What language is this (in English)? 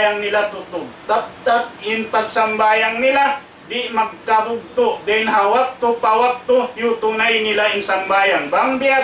Tausug